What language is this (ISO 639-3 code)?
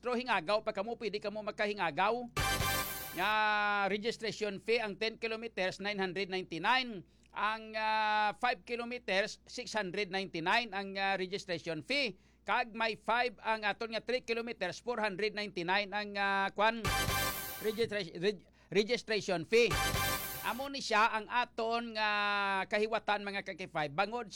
hil